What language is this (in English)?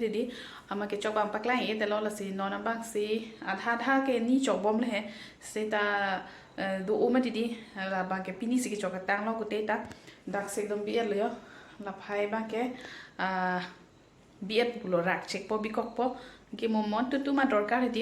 Karbi